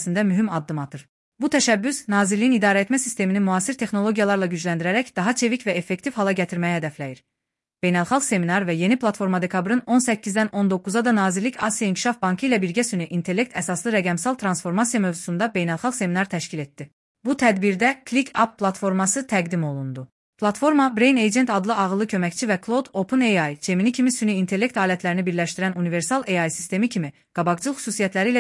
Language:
Azerbaijani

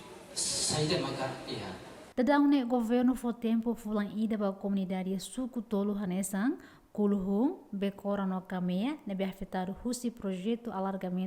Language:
Tetum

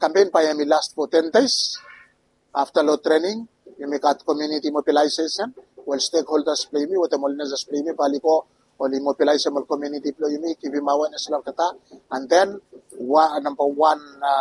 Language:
Bislama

